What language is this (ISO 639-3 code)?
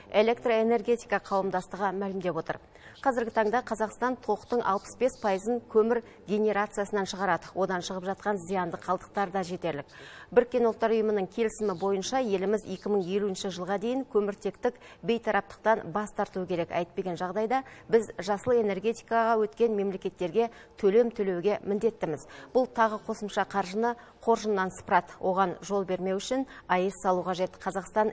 kaz